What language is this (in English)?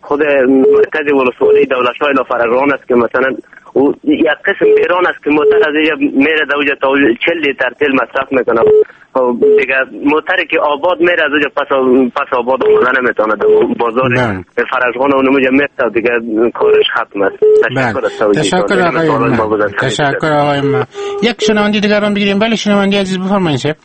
Persian